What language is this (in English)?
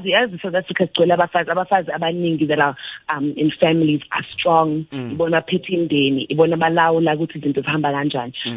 South Ndebele